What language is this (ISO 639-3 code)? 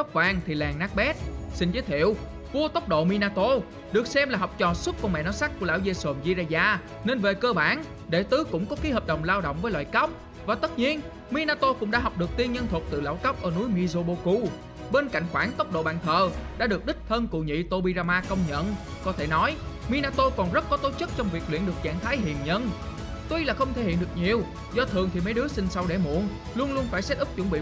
vie